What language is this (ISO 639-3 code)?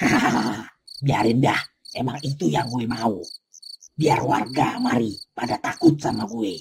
bew